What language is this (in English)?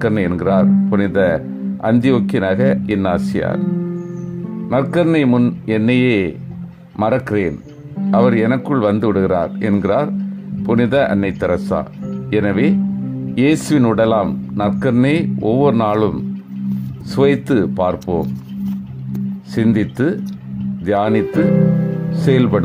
Tamil